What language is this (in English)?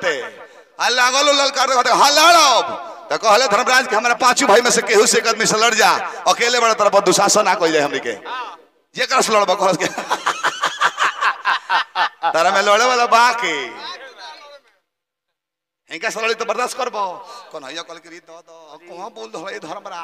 Bhojpuri